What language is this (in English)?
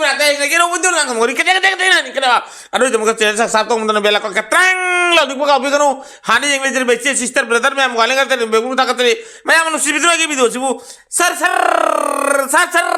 Manipuri